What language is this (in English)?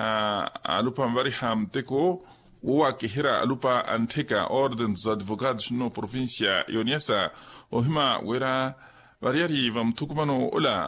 Makhuwa